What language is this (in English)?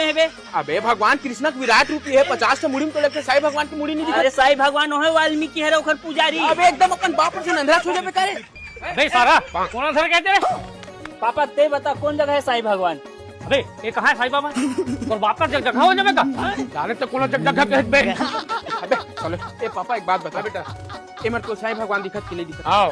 Chhattisgarhi